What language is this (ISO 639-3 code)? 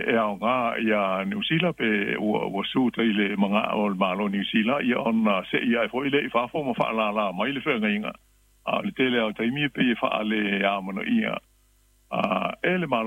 smo